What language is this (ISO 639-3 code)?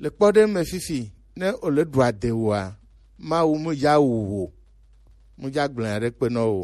gej